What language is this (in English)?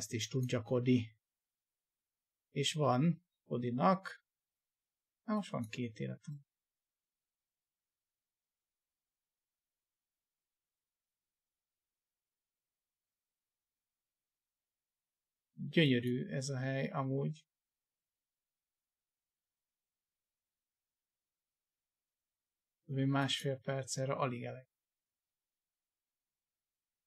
Hungarian